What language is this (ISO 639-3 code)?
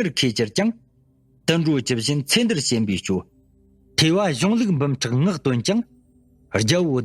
bod